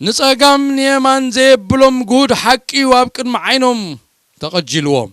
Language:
Tigrinya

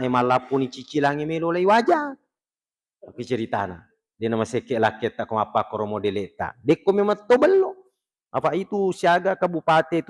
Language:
Buginese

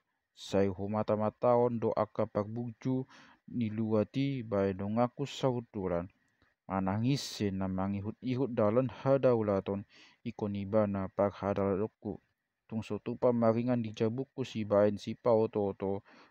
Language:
Batak Toba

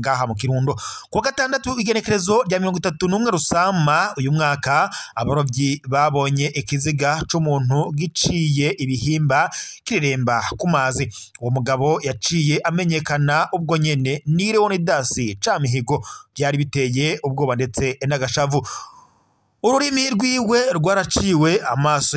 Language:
Rundi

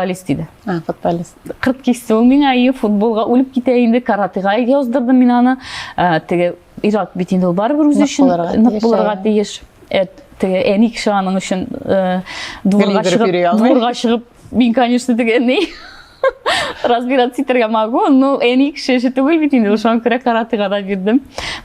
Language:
Tatar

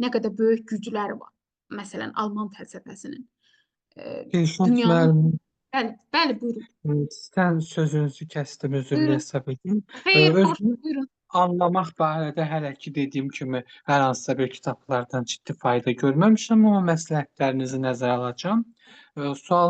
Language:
Azerbaijani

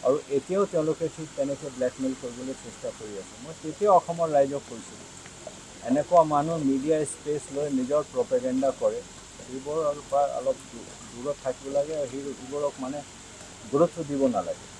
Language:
Assamese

